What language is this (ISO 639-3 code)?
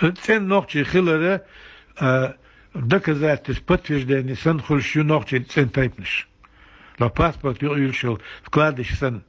che